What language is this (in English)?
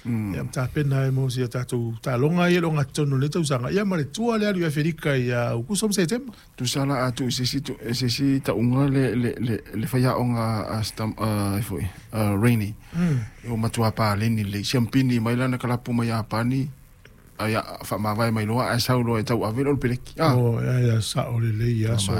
Samoan